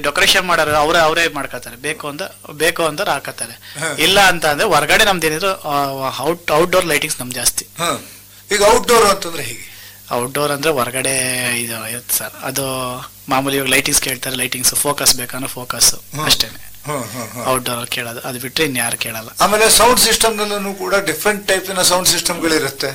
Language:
Kannada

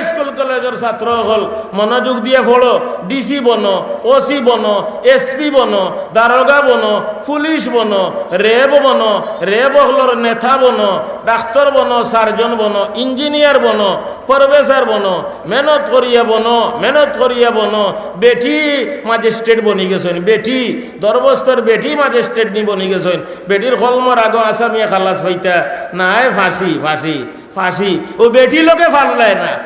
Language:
Sylheti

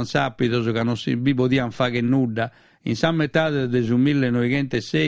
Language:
Sardinian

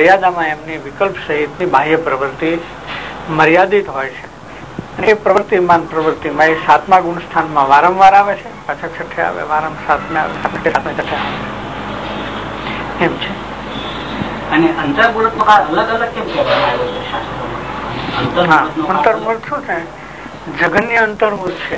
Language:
Gujarati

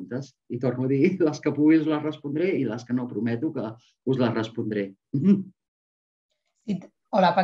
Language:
Catalan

